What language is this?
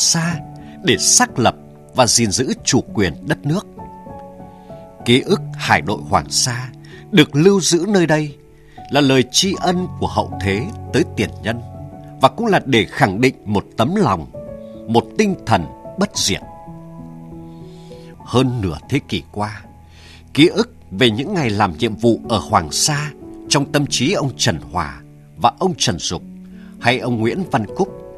Vietnamese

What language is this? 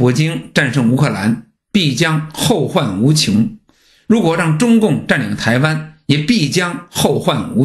Chinese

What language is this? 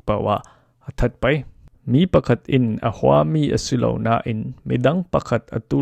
Falam Chin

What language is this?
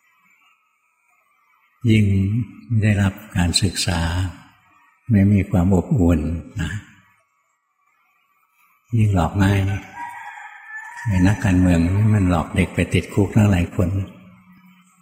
Thai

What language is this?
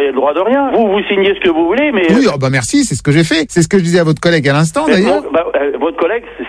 French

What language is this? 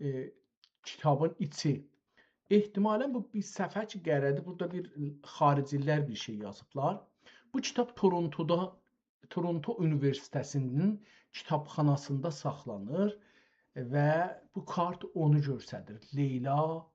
South Azerbaijani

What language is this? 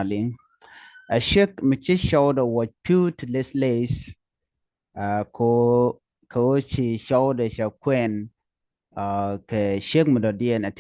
Nuer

